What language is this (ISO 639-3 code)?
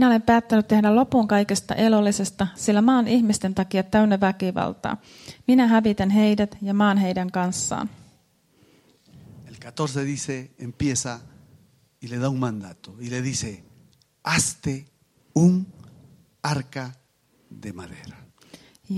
fin